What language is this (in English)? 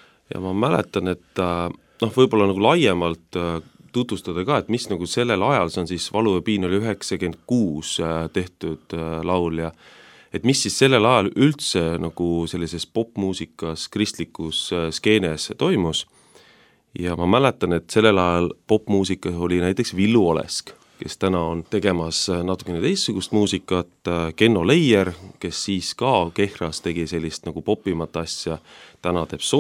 Estonian